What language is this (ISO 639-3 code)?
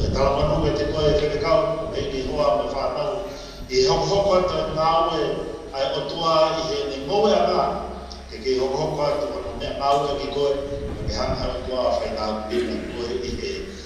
ton